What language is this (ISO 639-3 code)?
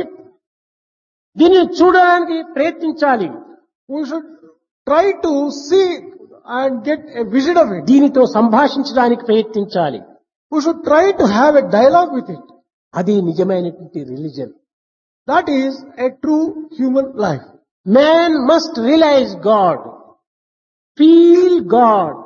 tel